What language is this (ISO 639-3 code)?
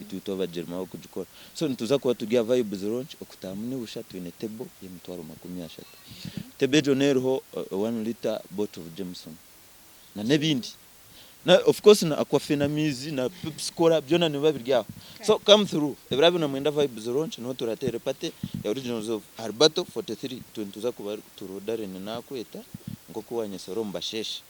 nyn